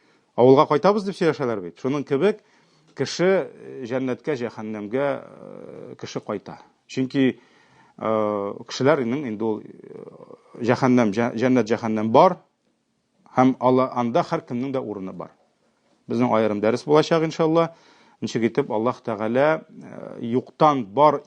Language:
Tatar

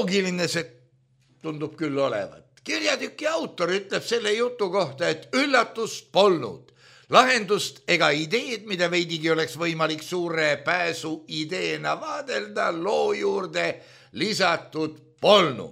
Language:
Estonian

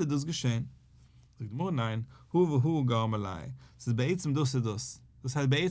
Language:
Yiddish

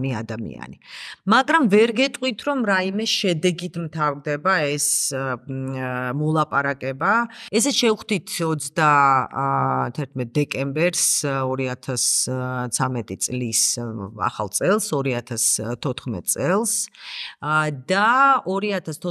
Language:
Georgian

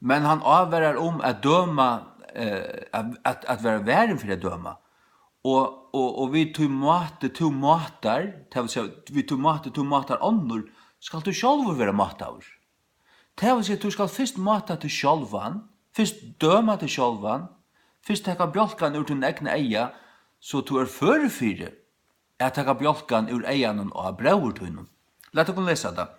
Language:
Faroese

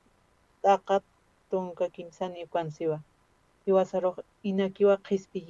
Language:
Aymara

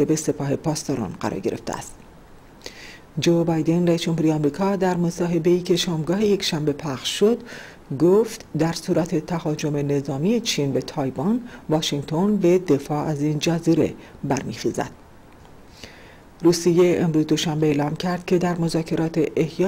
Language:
Persian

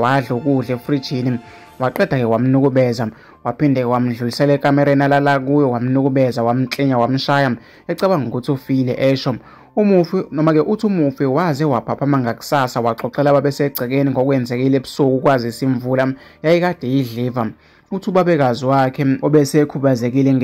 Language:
Zulu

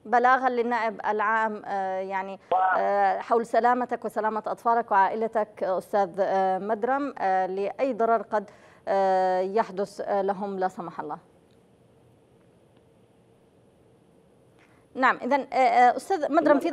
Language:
Arabic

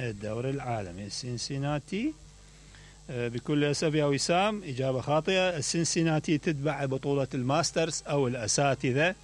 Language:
Mesopotamian Arabic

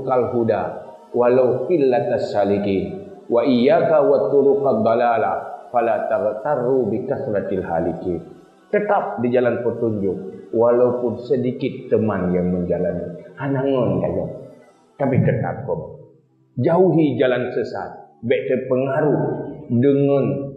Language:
Achinese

